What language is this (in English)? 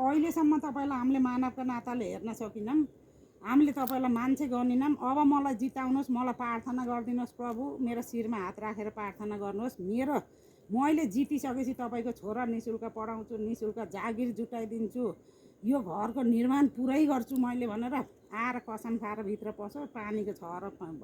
Nepali